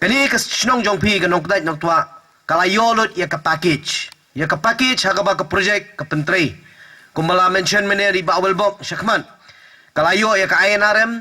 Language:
Khasi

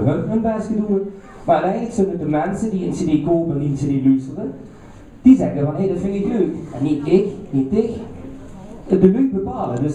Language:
Limburgish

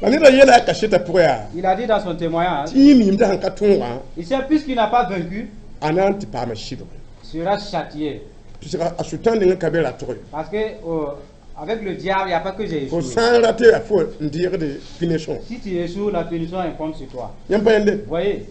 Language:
Mossi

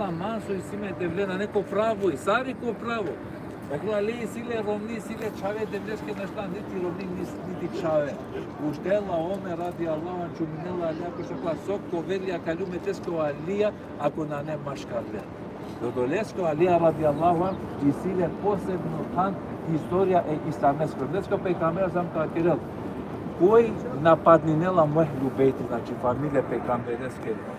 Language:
Balkan Romani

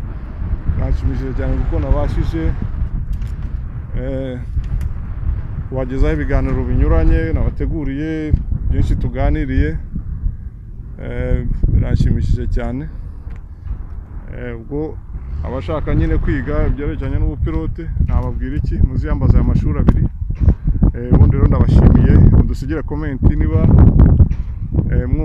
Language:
Kinyarwanda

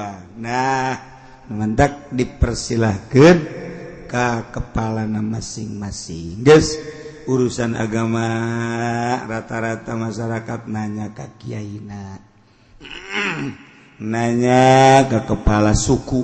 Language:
Sundanese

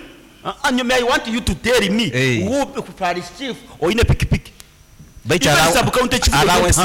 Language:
Nyoro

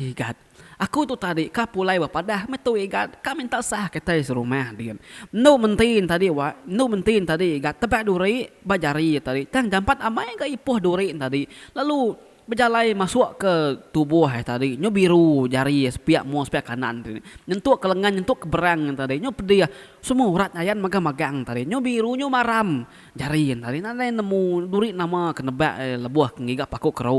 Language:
Iban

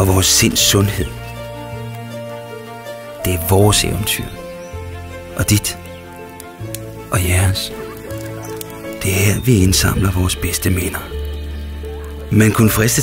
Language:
Danish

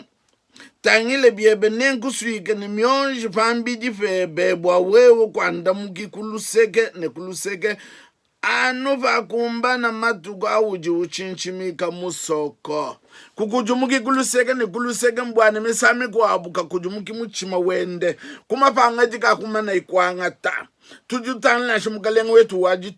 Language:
Luba-Lulua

